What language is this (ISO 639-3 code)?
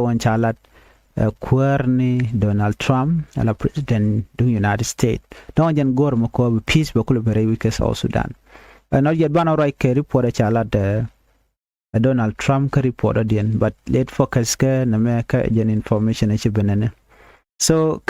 nus